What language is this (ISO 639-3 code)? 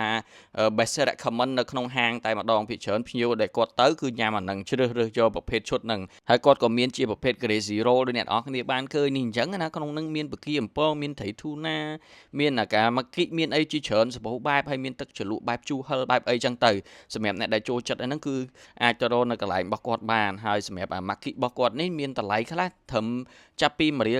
khm